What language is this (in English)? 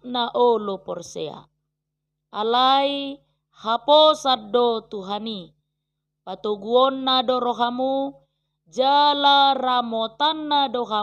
Batak Toba